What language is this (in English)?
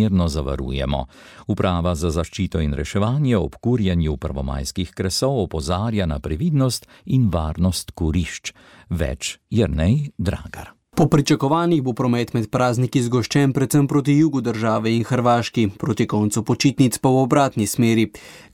Slovenian